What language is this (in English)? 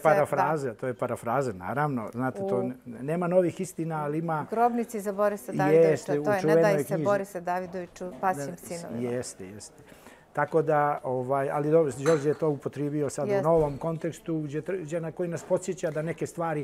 Serbian